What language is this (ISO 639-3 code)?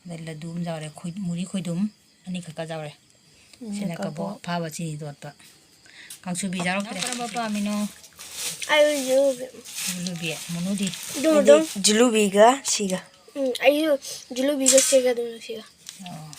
mni